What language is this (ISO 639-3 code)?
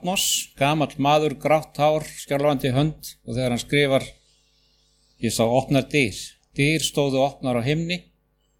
isl